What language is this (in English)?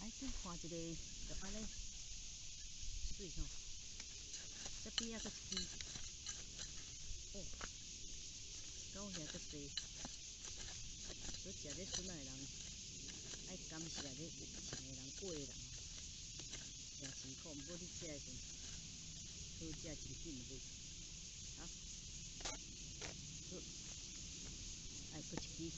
Min Nan Chinese